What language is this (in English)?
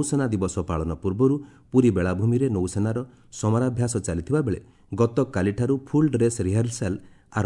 Odia